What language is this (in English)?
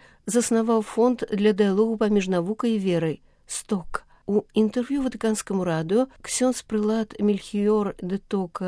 Belarusian